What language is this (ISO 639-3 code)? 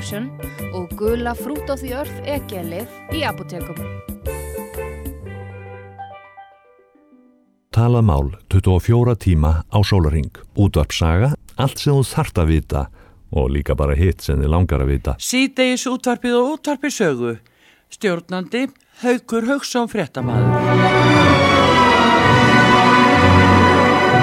isl